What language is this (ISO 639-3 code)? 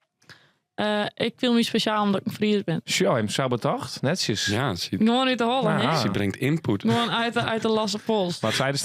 fry